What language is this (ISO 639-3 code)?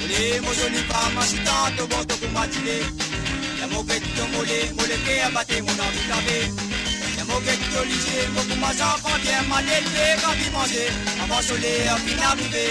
mfe